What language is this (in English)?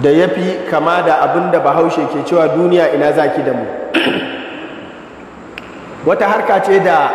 Hausa